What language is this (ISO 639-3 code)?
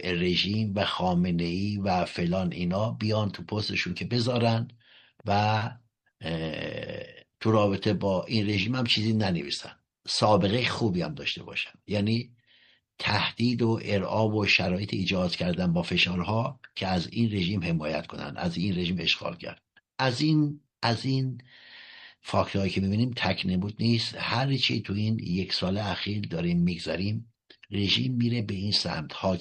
fas